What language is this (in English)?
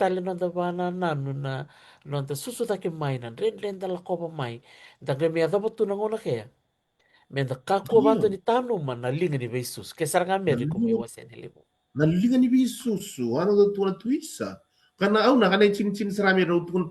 Fijian